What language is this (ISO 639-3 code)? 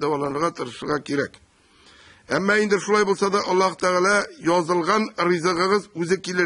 tat